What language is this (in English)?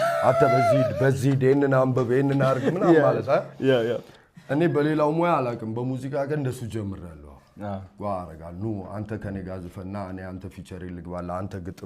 Amharic